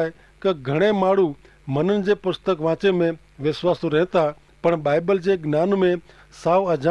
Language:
Kachhi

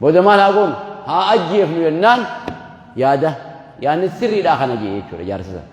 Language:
Oromo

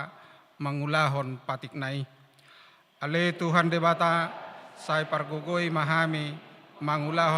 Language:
Batak Toba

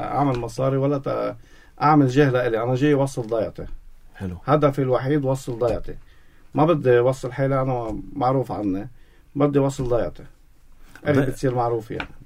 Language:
North Levantine Arabic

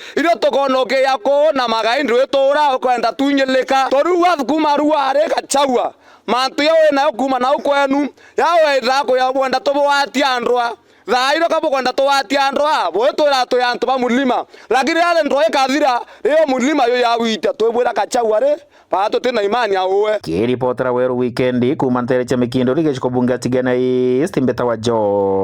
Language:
Meru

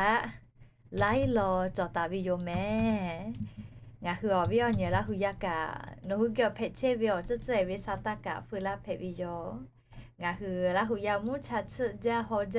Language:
Lahu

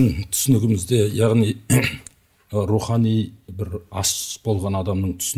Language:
Kazakh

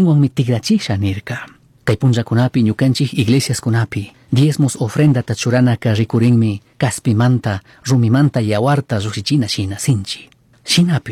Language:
Chimborazo Highland Quichua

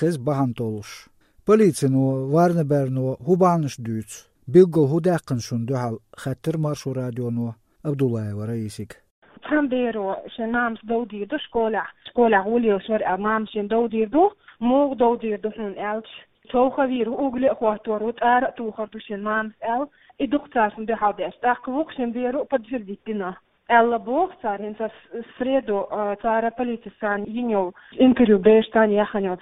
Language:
Chechen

